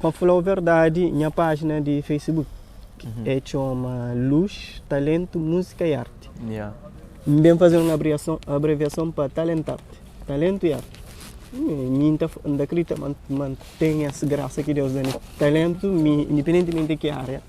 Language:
Kabuverdianu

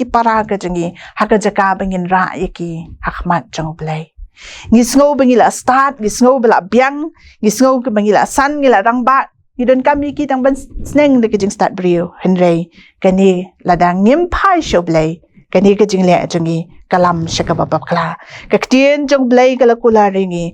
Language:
Khasi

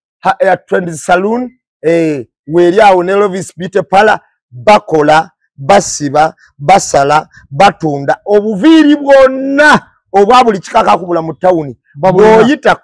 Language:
Ganda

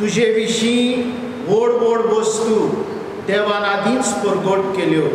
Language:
Konkani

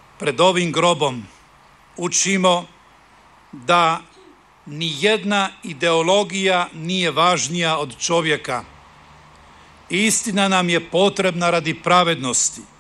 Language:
Croatian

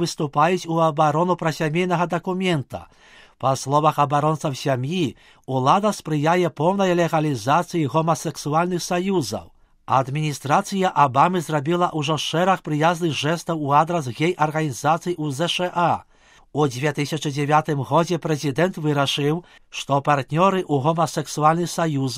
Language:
Belarusian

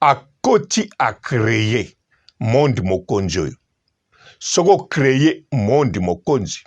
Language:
Lingala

